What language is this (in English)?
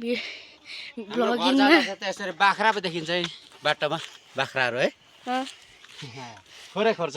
Nepali